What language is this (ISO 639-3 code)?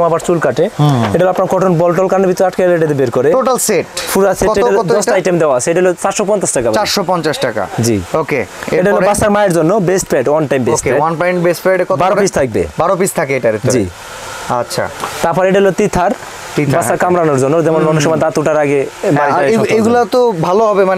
ben